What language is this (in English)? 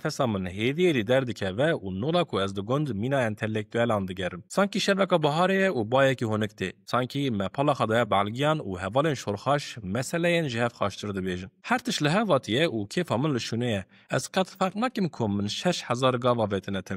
Kurdish